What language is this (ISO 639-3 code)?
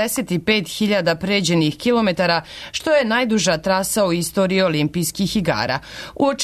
srp